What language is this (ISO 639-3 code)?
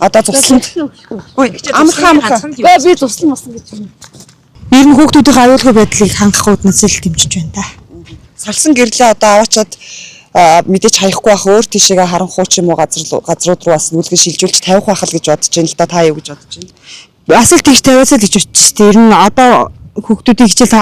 mon